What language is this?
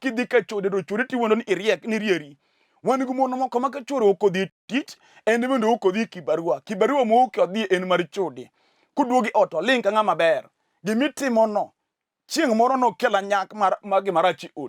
Luo (Kenya and Tanzania)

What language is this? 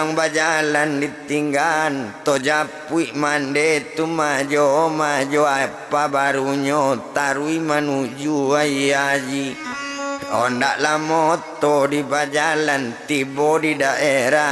Minangkabau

